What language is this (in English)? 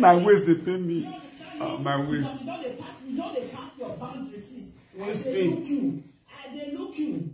Nigerian Pidgin